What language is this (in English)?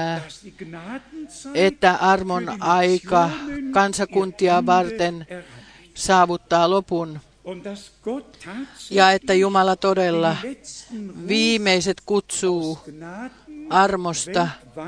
Finnish